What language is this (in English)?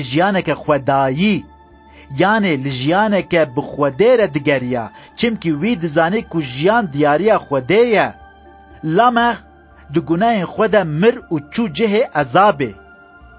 Kurdish